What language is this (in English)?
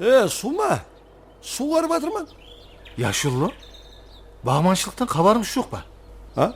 Kara-Kalpak